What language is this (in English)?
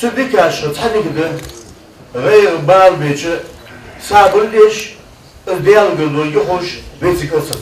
Ingush